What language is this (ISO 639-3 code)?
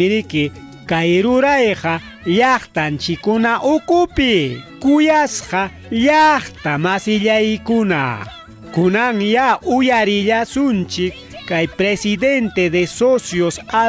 quy